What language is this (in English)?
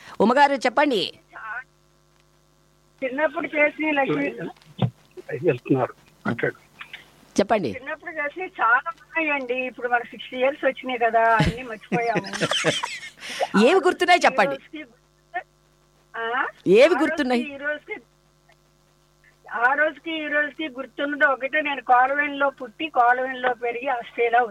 Telugu